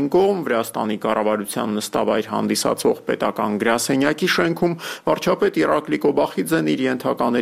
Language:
Armenian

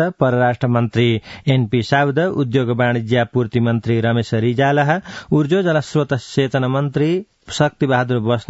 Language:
Sanskrit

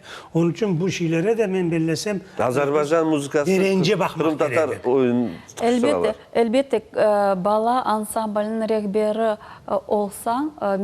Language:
Crimean Tatar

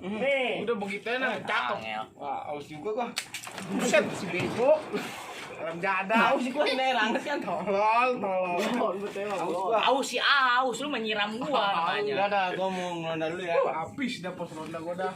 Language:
Betawi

